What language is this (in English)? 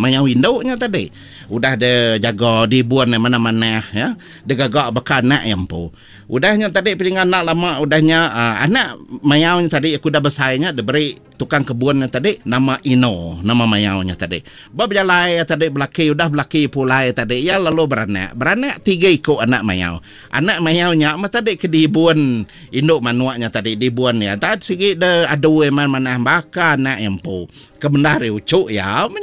Iban